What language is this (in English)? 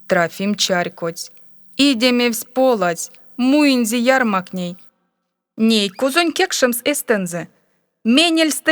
Erzya